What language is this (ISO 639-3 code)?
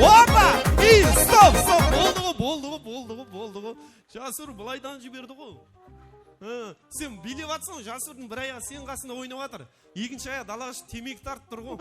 kaa